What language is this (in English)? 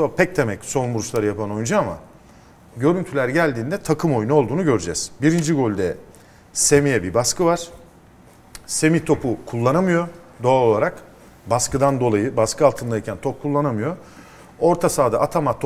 Turkish